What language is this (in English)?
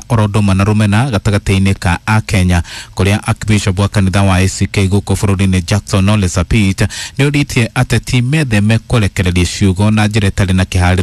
Kikuyu